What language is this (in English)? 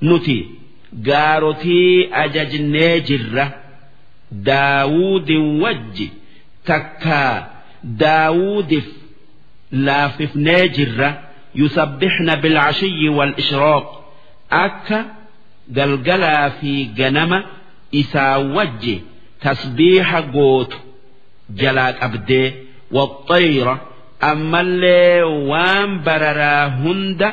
Oromo